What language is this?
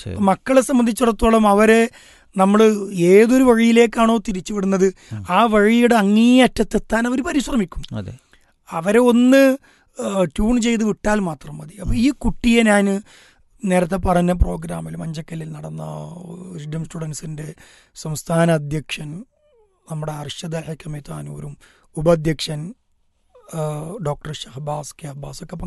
Malayalam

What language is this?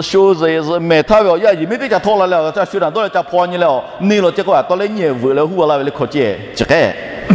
Lahu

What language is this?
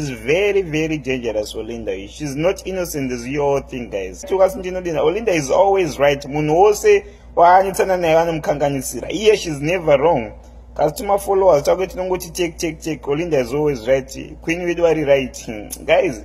Shona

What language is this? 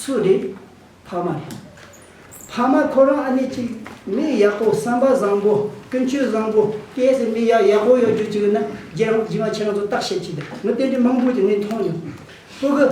Tibetan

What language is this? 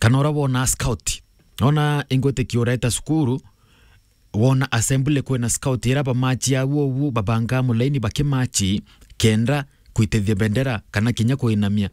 Meru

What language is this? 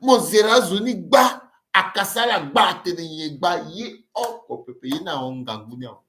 Sango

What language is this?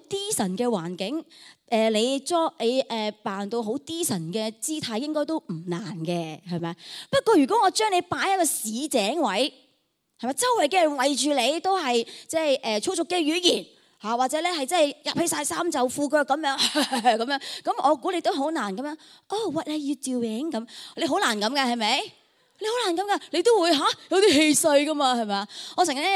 Cantonese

